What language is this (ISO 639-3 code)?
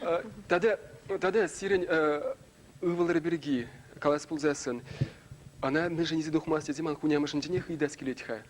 chv